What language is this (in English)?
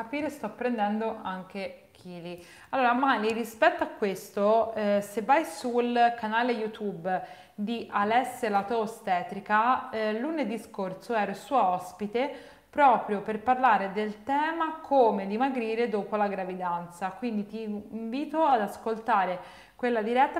Italian